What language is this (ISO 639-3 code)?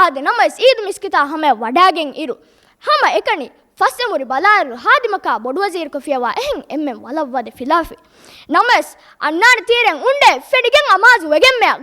div